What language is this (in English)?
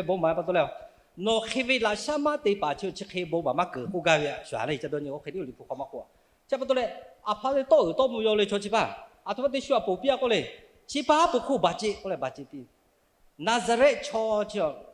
Lahu